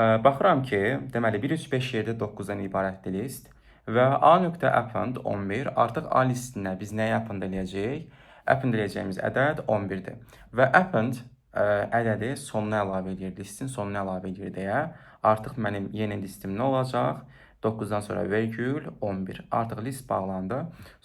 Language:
Azerbaijani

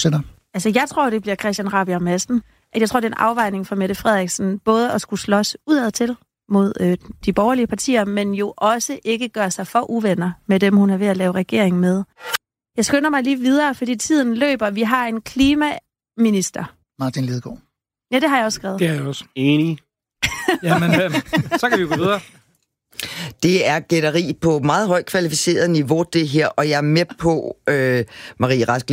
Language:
Danish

